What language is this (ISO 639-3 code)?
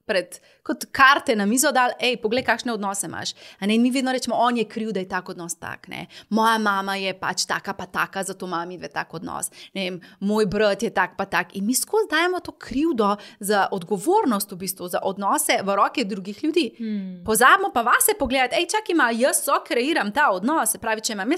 slv